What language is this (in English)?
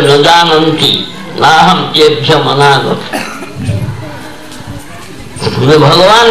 Odia